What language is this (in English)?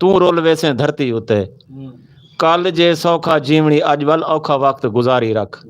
Western Panjabi